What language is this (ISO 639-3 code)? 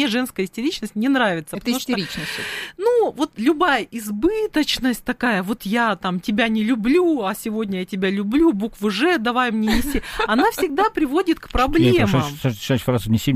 rus